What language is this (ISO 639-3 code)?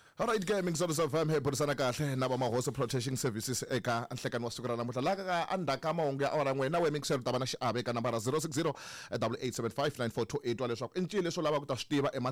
tso